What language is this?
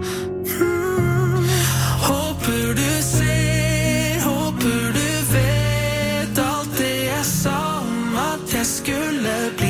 Norwegian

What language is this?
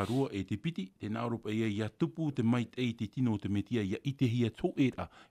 Tahitian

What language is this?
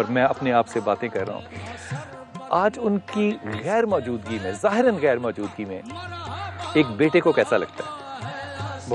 Urdu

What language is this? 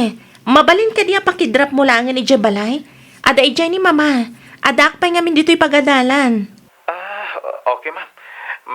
Iloko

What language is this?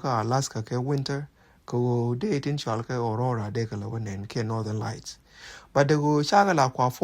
Nuer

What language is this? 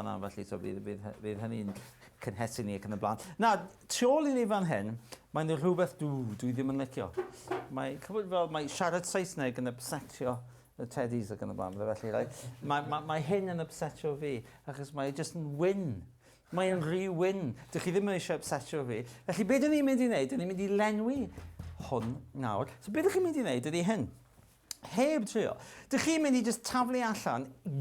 Welsh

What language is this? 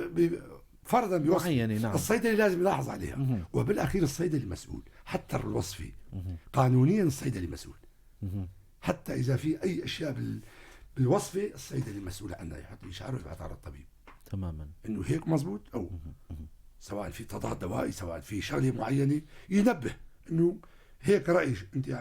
North Levantine Arabic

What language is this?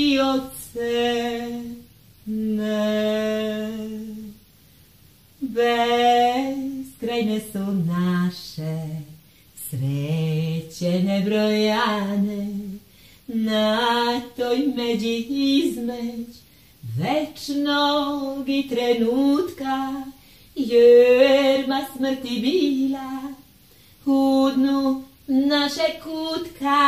Serbian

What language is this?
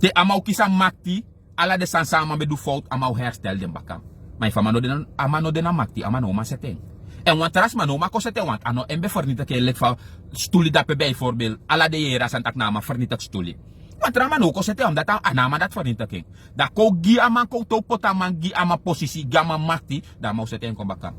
Sranan Tongo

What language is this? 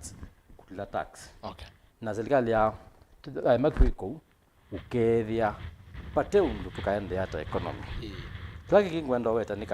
Kamba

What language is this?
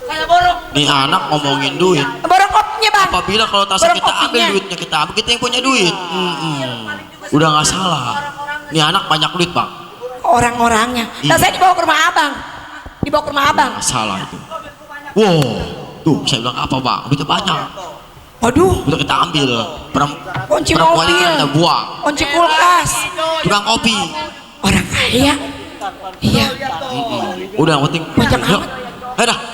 Betawi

